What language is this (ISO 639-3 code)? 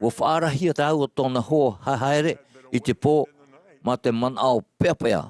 tah